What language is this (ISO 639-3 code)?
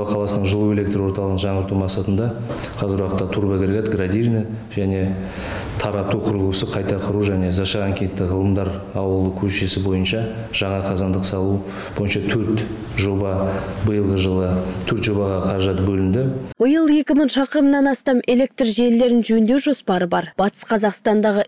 kaz